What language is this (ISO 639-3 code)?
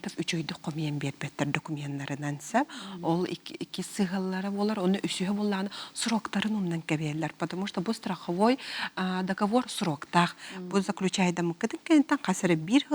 sah